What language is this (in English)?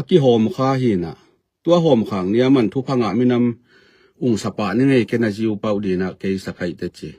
Tedim Chin